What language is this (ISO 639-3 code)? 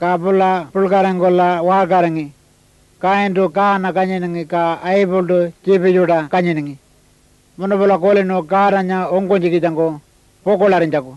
pjt